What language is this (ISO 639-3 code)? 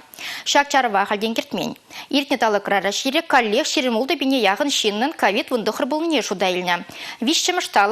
chv